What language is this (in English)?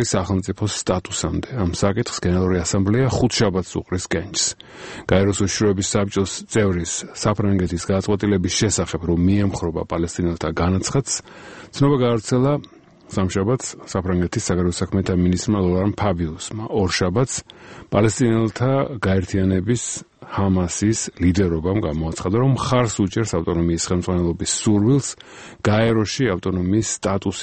Georgian